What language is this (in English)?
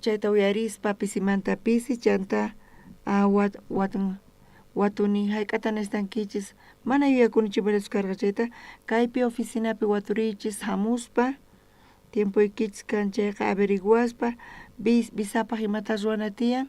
South Bolivian Quechua